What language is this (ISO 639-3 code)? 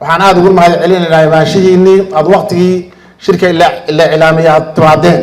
som